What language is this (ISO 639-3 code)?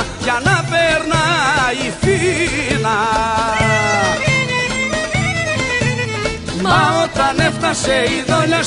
ell